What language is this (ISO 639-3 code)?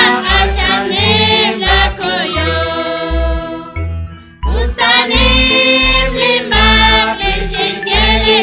kek